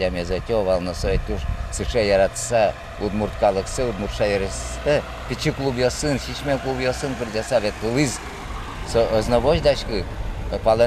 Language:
Udmurt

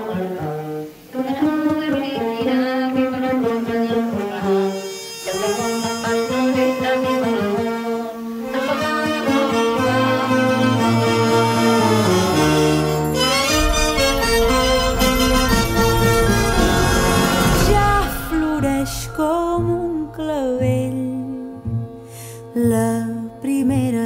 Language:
Catalan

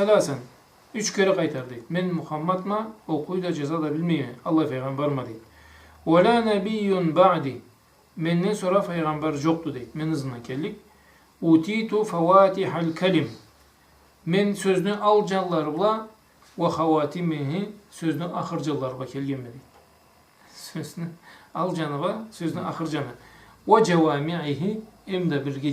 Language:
Karachay-Balkar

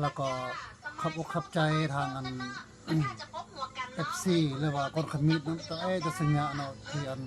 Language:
Lao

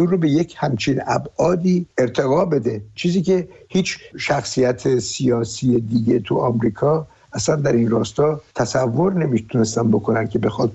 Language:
Persian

